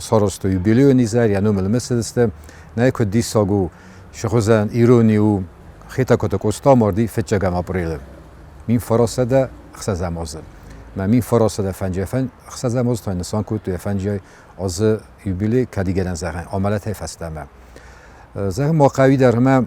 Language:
Ossetic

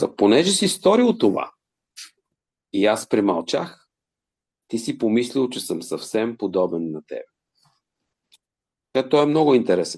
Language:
Bulgarian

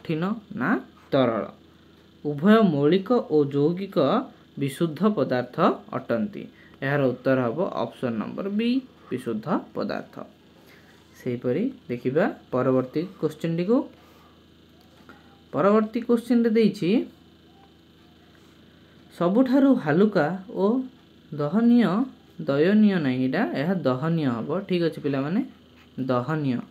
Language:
Odia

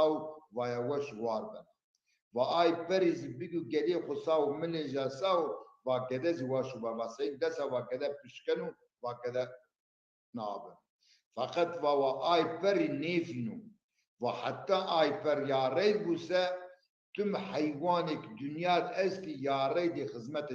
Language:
Zaza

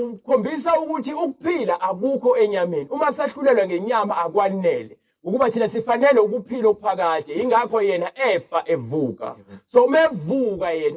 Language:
Zulu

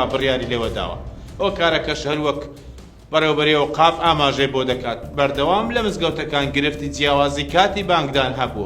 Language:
Central Kurdish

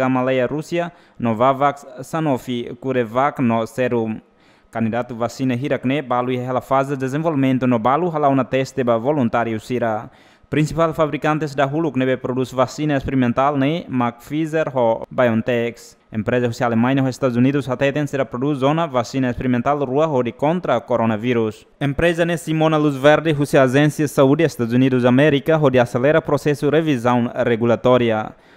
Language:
Tetum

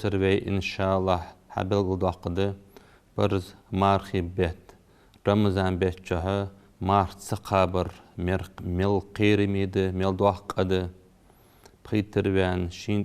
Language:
Ingush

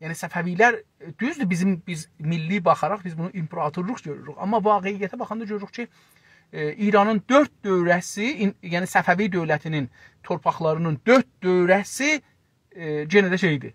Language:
South Azerbaijani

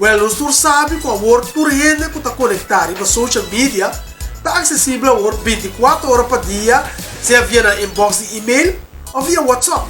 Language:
Papiamento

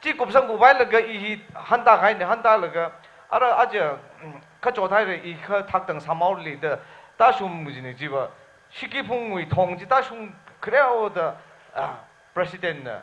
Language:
Tangkhul Naga (India)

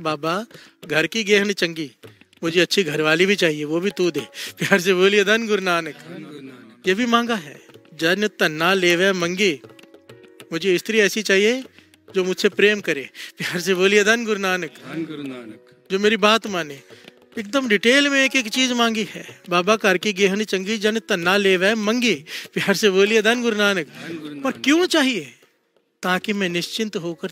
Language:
Hindi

